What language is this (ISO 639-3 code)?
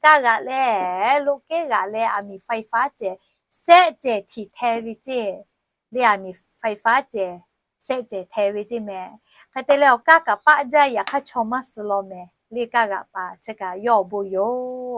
lhu